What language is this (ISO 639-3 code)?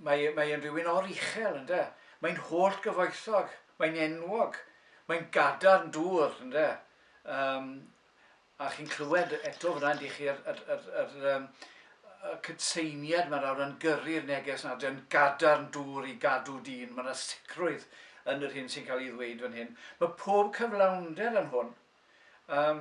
cym